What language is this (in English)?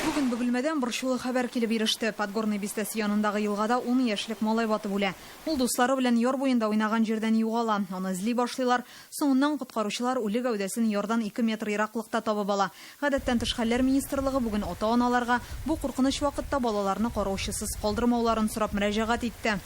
Tatar